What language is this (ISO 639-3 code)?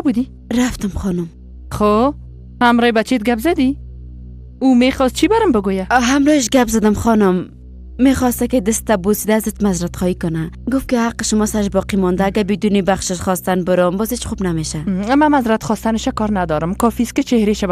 fas